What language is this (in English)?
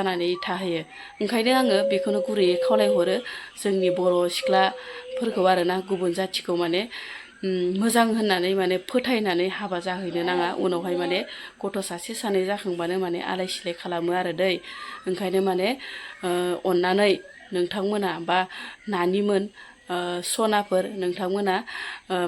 Bodo